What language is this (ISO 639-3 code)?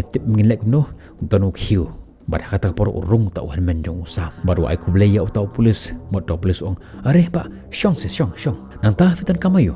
kha